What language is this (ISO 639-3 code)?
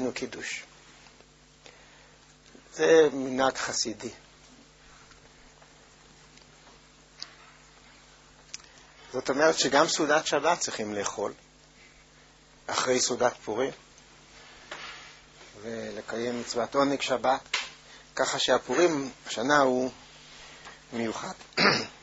heb